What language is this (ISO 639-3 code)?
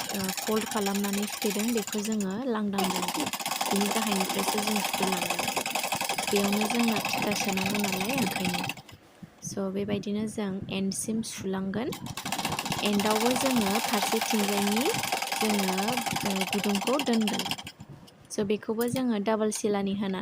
brx